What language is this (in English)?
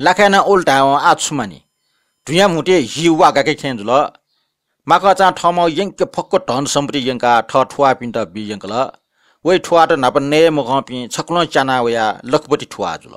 Newari